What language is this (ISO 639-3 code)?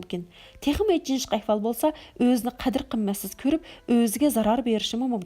uig